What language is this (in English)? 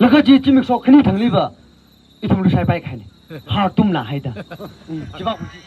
Tangkhul Naga (India)